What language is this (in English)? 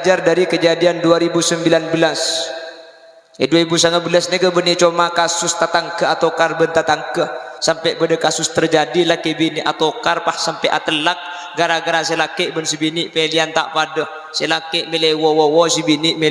Madurese